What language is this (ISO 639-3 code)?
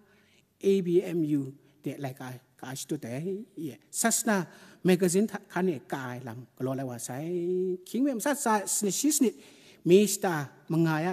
kac